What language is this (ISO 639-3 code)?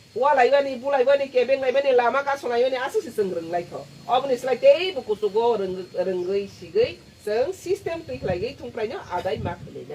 trp